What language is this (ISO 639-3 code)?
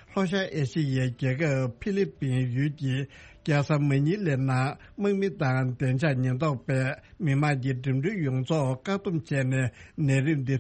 bod